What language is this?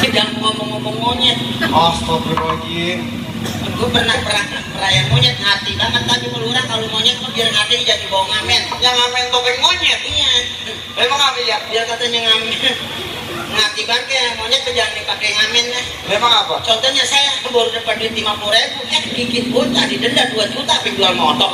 Betawi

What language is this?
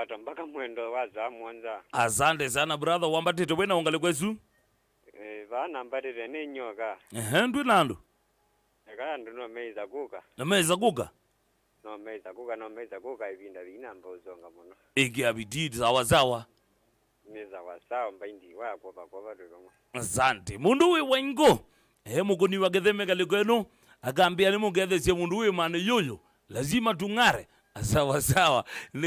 Kamba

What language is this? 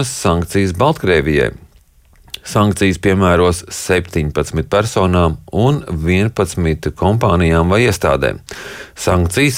Latvian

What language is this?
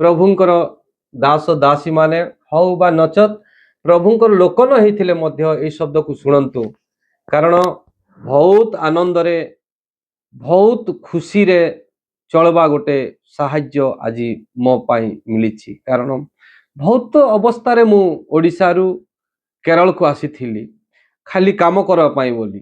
Odia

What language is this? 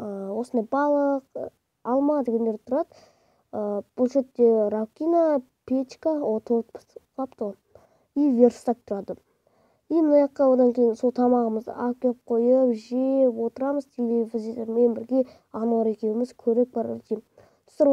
Kazakh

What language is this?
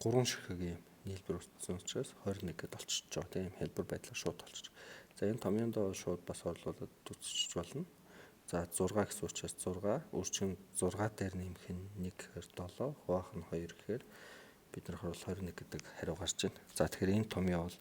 Mongolian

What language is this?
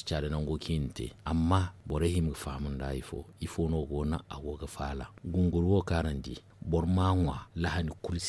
Zarma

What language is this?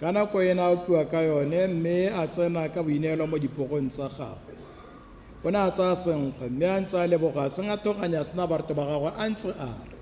Tswana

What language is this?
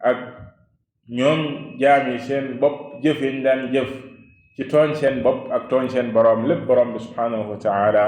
Wolof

